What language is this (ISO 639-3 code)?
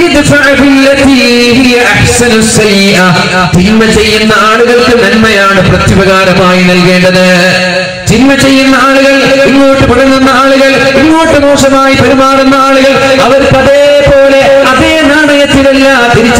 mal